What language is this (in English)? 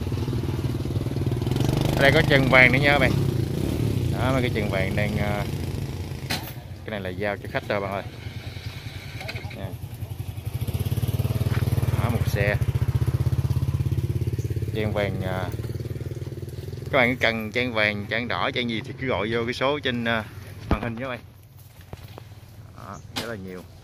Vietnamese